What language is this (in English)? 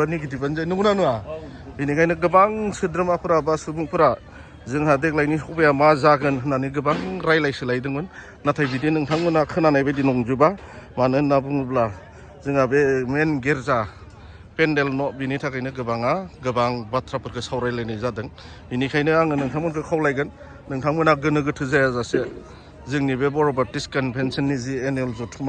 Bodo